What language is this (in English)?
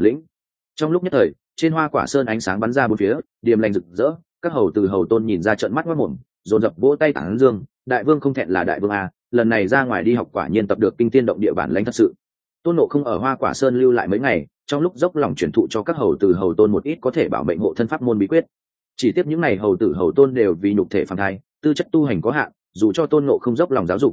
Vietnamese